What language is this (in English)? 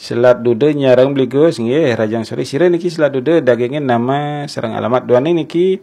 Balinese